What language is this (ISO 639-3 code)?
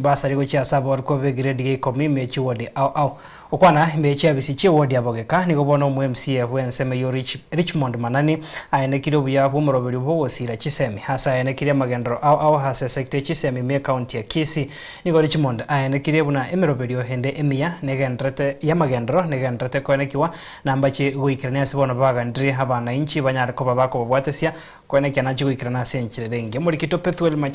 guz